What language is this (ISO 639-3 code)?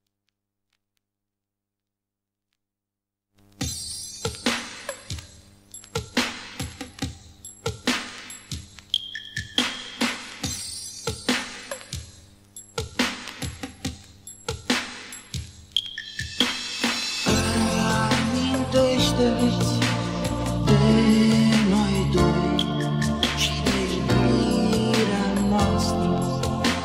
ron